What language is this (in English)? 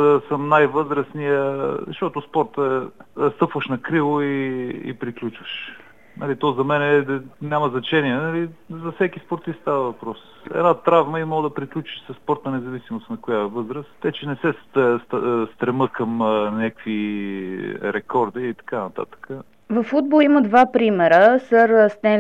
Bulgarian